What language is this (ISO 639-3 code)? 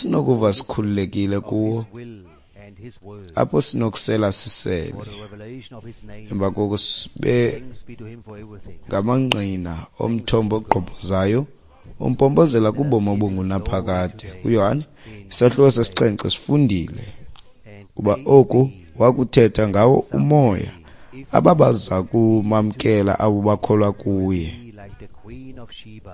xho